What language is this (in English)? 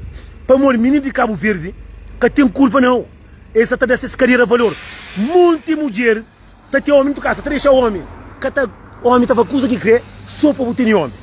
Kabuverdianu